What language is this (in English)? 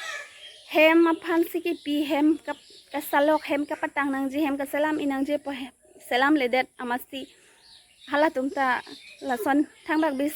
Karbi